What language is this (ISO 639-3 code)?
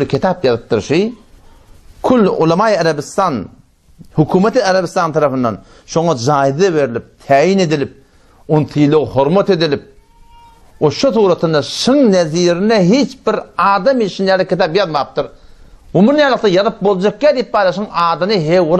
tuk